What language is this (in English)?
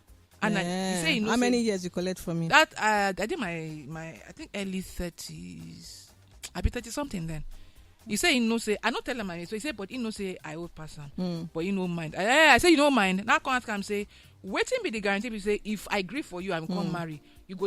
Nigerian Pidgin